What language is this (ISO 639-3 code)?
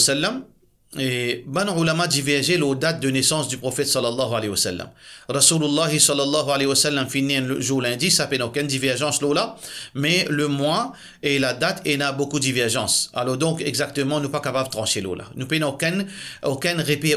mfe